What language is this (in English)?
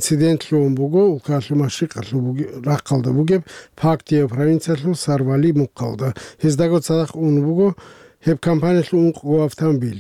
Avaric